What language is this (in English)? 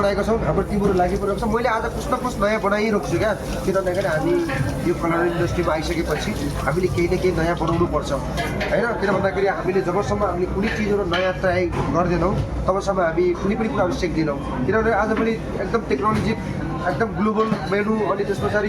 Nepali